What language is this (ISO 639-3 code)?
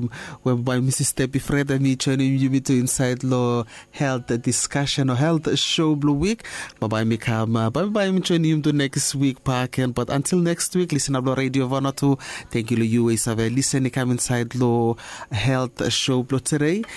bis